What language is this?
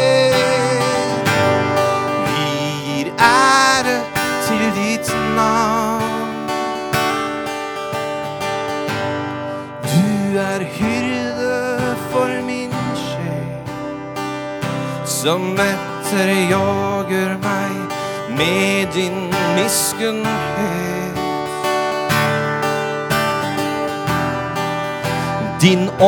Norwegian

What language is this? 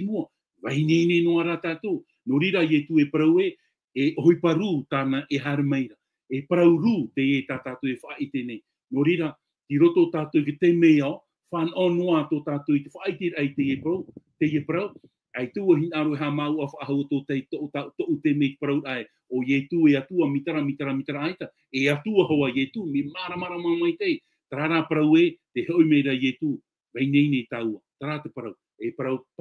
Tahitian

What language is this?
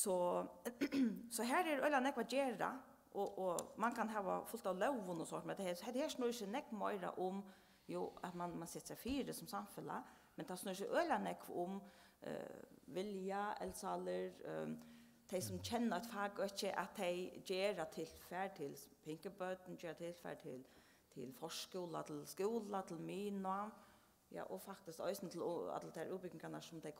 Faroese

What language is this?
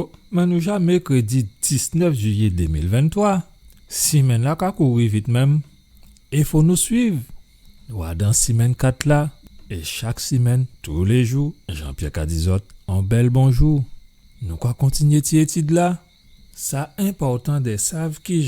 Guadeloupean Creole French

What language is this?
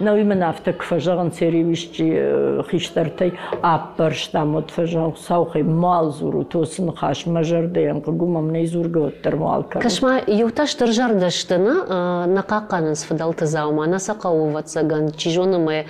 Ossetic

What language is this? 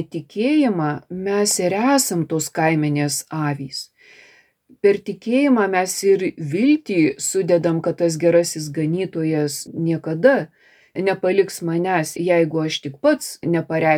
Lithuanian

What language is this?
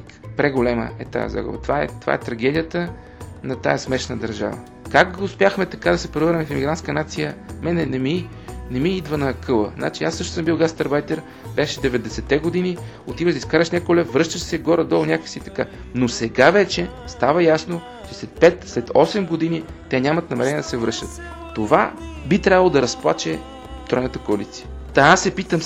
Bulgarian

